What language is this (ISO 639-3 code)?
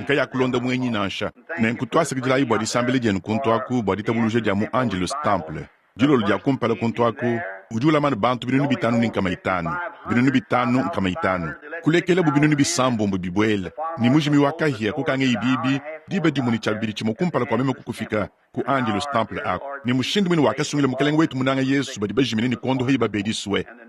lua